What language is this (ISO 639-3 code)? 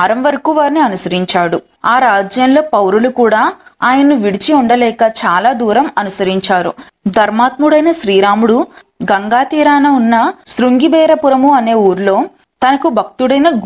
tel